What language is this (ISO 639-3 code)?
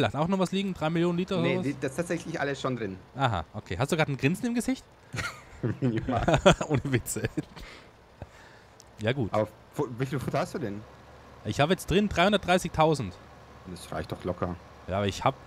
deu